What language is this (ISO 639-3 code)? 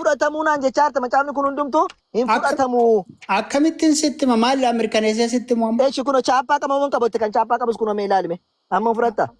orm